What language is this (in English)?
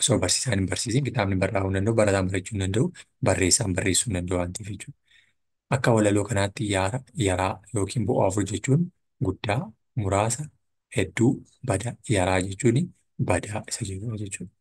Oromo